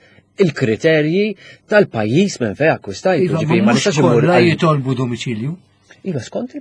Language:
Maltese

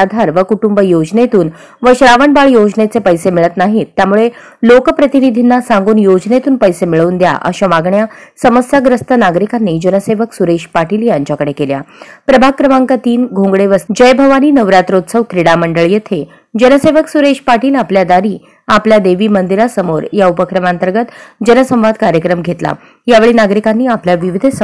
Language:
Marathi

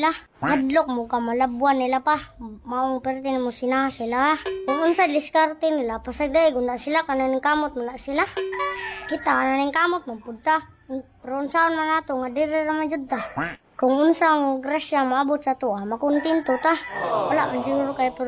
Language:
Cebuano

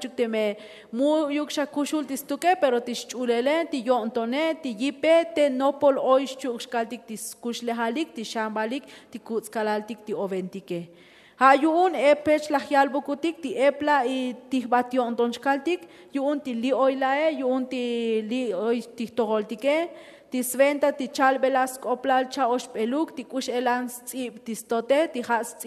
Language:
Tzotzil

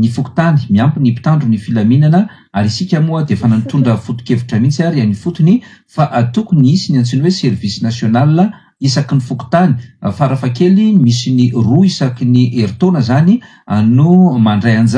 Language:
Malagasy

